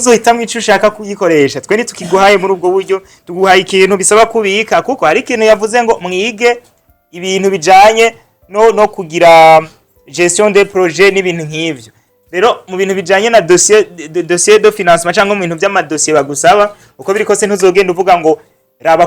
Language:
Rundi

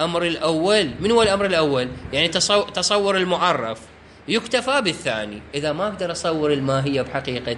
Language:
Mesopotamian Arabic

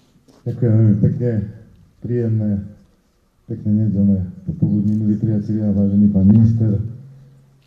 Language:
Slovak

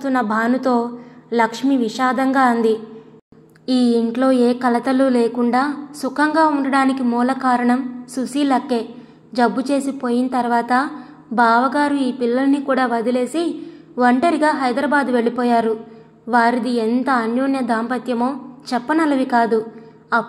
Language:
Telugu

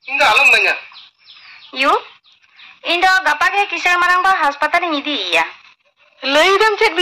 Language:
Santali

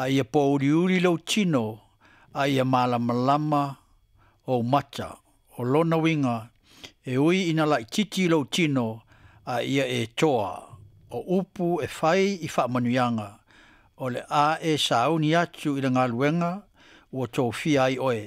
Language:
Samoan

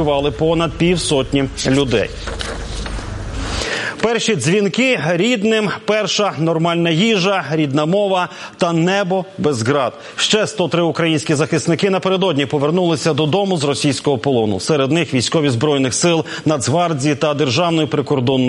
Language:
Ukrainian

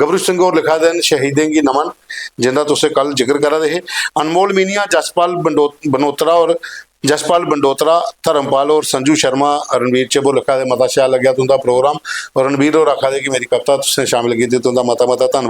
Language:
Dogri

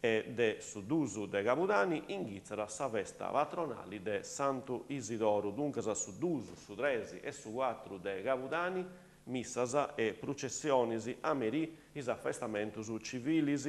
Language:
Sardinian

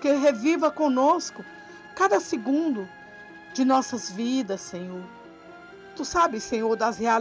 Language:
Portuguese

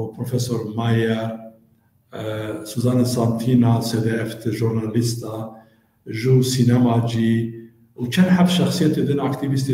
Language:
Zaza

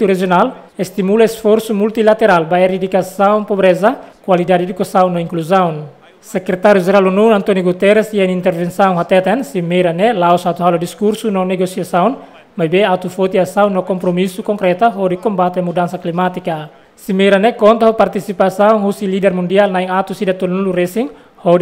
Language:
Tetum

